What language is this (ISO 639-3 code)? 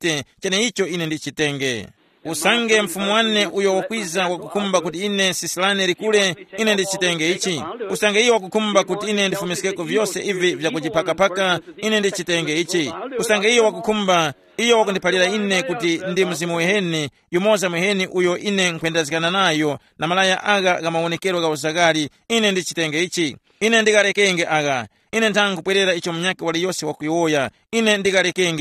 tum